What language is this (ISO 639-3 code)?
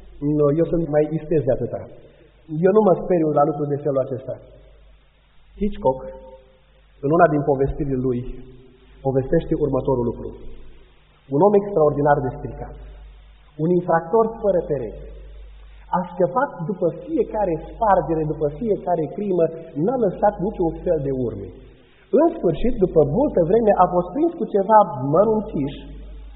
ron